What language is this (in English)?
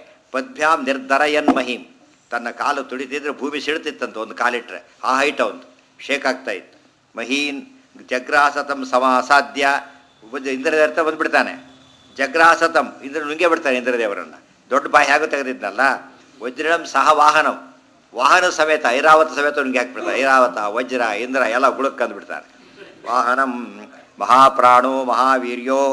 Kannada